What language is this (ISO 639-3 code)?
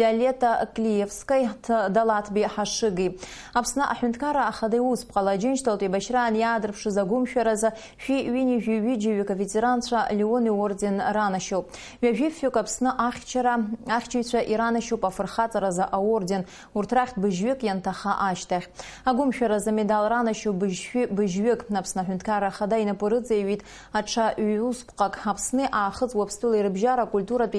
abk